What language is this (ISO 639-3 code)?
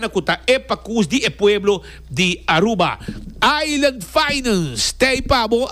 pap